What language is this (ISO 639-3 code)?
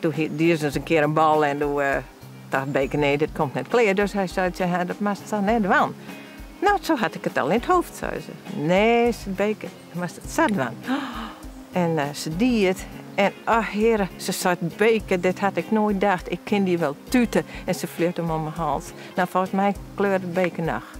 fry